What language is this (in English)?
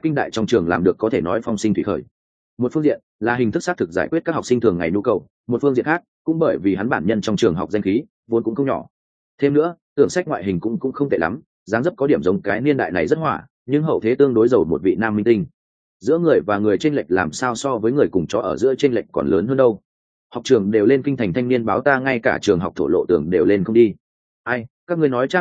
Vietnamese